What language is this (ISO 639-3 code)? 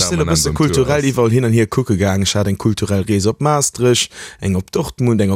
ltz